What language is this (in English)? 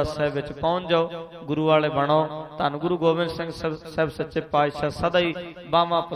Punjabi